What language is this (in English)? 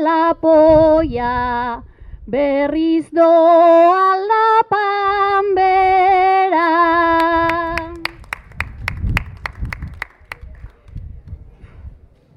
Basque